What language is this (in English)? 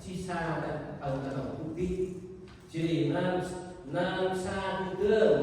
Central Mnong